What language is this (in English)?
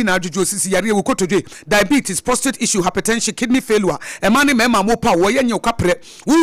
Akan